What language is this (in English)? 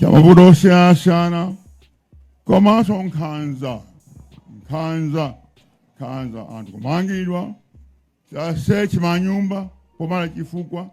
Nyanja